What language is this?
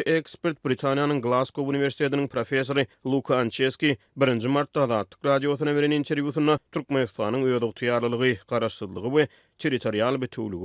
Turkmen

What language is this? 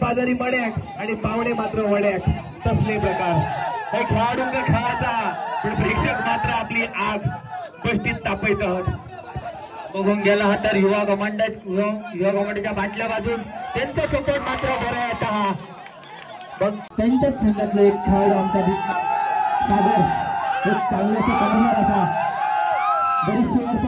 Marathi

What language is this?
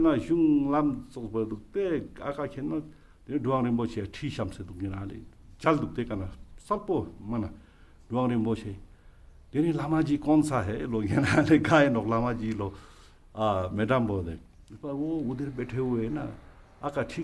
Ladakhi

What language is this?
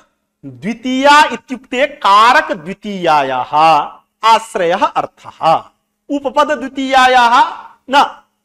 Sanskrit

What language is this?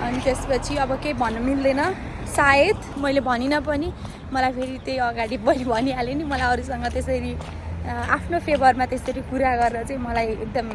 Nepali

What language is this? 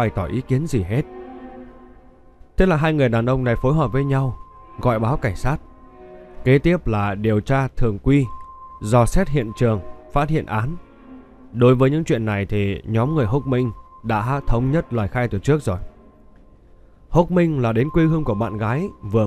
Vietnamese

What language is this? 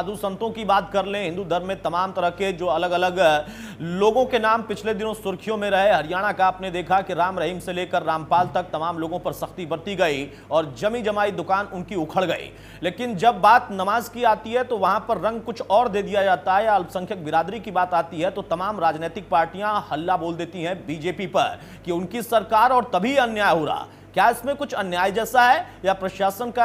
Hindi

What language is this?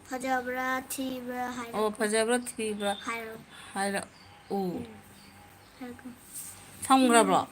Manipuri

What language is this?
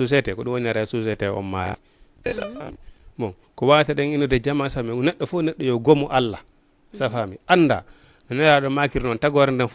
Fula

